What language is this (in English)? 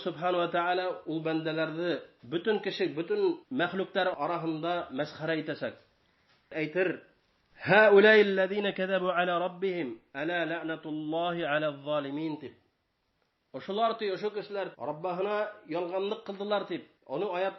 Bashkir